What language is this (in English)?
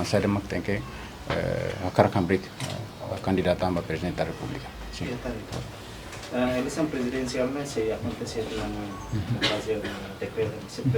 Tetum